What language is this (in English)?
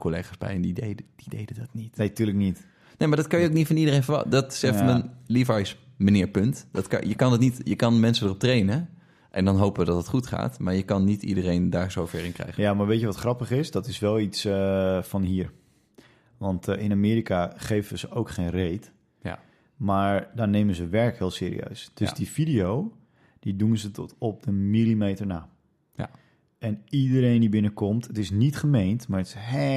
Dutch